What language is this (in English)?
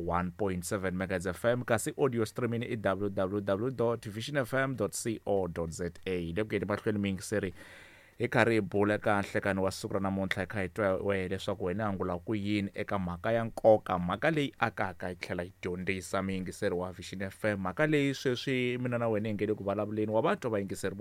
Tsonga